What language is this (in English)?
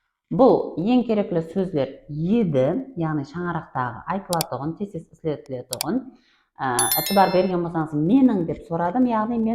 Kara-Kalpak